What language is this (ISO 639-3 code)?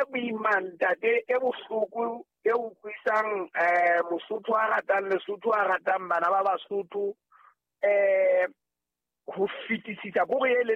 sot